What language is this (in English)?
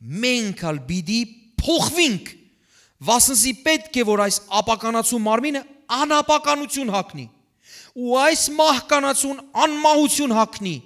Western Armenian